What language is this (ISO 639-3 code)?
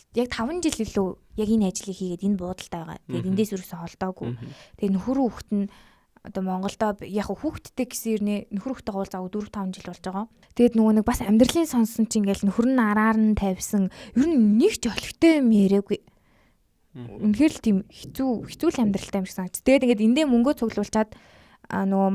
mon